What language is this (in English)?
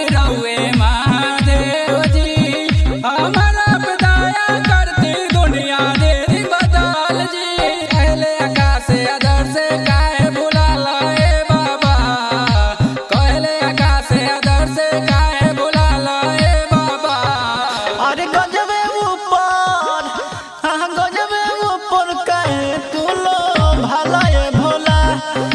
Bhojpuri